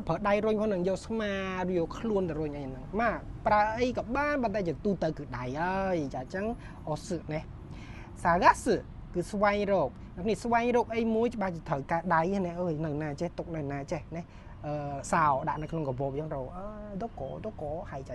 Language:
Khmer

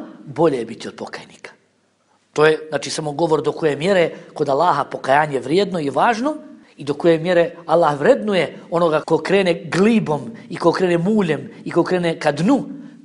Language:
Bosnian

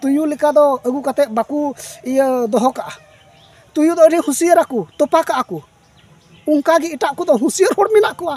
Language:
Santali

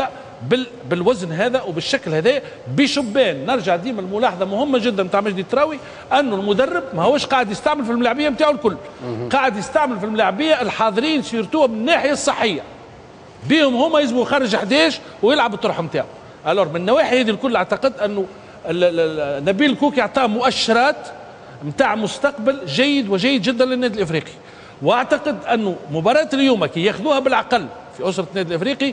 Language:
Tunisian Arabic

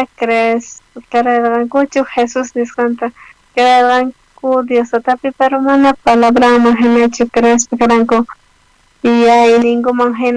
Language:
South Bolivian Quechua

